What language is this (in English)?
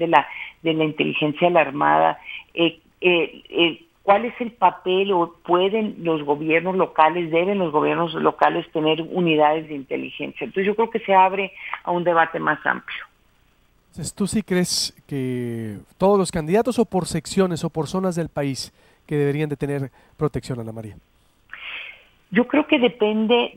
Spanish